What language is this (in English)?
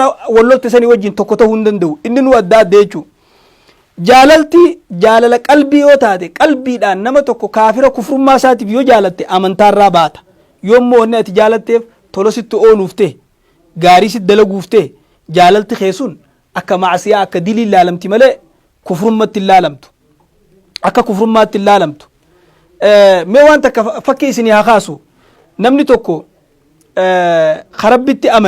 Oromo